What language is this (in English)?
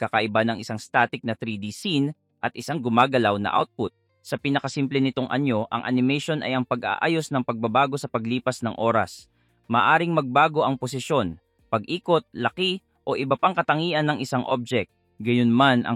Filipino